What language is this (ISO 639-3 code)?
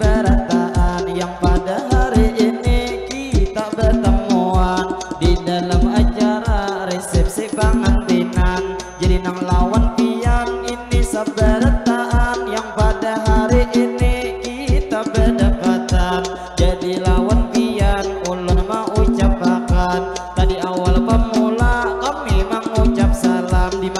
bjn